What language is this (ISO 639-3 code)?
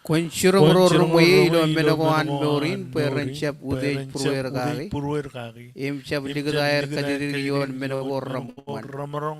mah